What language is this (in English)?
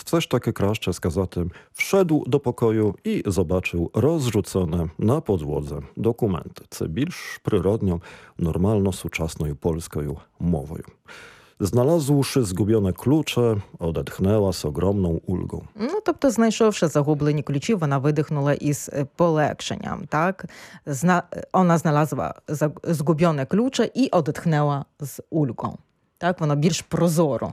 Ukrainian